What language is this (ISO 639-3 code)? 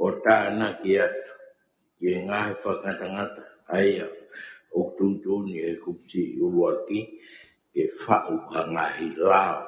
ton